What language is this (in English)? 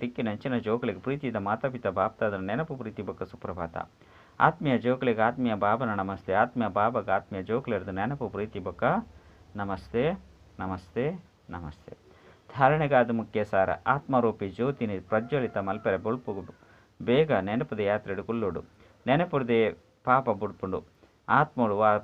Tulu